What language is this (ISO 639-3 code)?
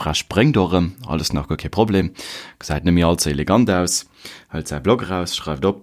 ltz